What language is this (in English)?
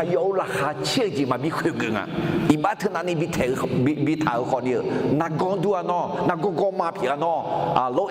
Akha